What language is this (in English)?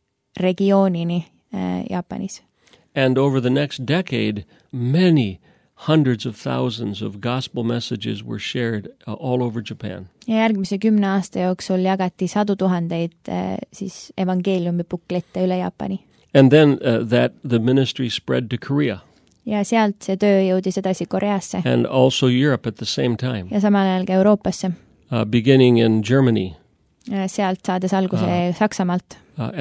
Estonian